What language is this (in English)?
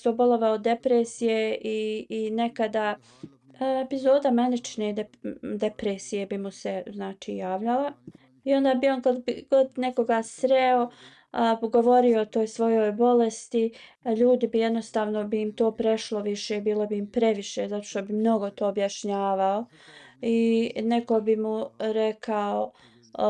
Bosnian